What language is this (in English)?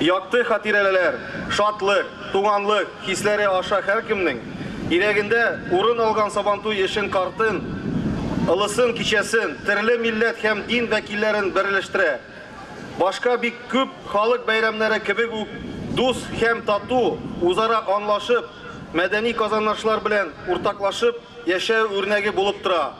Tatar